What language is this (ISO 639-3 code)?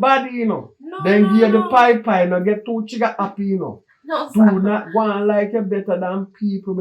jam